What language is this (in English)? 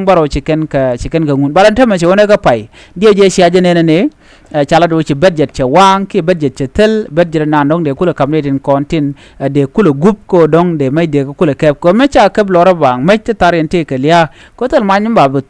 Nuer